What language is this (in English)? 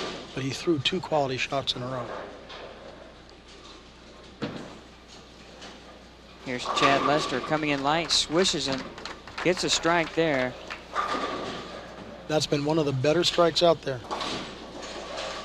English